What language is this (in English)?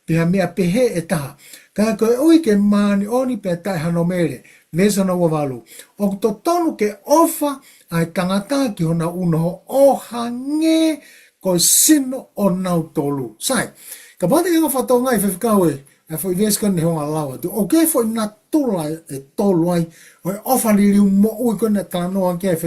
Tongan